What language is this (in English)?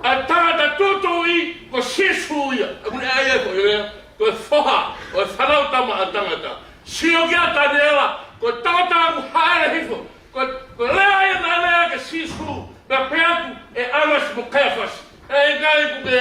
Tongan